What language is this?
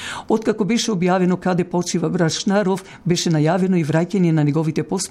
Macedonian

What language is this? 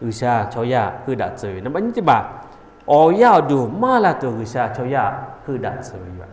Lahu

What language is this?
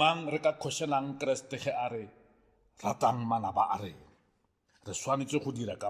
Northern Sotho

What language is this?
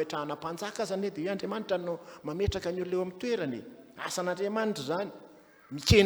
Malagasy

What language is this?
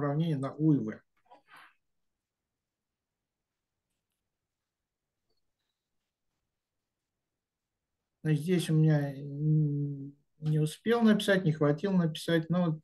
Russian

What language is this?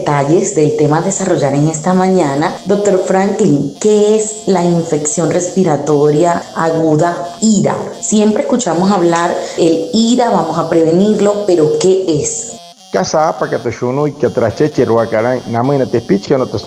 Wayuu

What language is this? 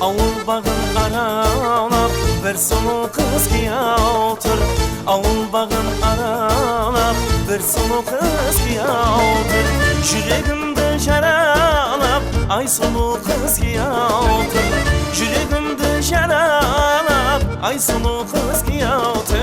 Kara-Kalpak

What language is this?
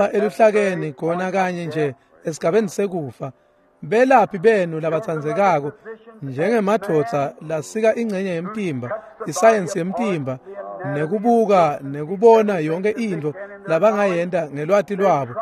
Swati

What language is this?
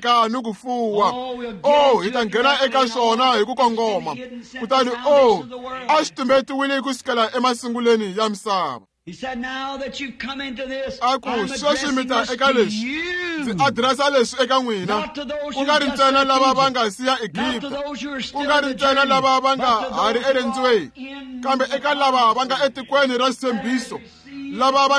Tsonga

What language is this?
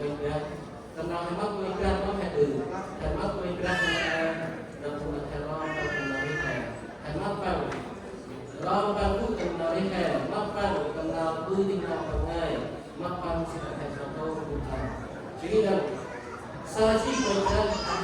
Central Mnong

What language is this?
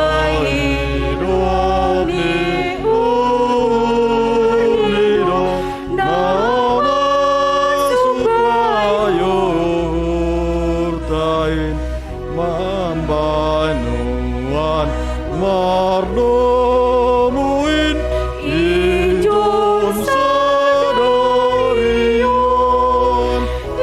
Batak Simalungun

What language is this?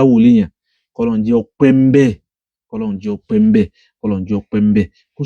Yoruba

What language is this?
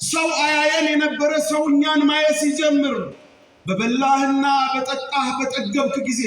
Amharic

